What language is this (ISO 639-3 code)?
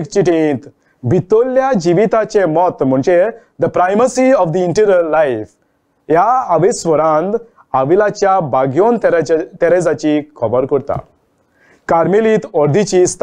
kok